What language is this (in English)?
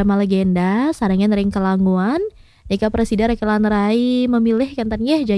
Balinese